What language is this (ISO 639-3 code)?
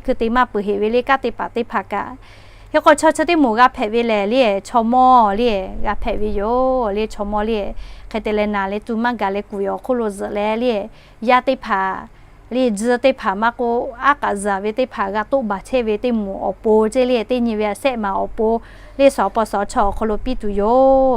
lhu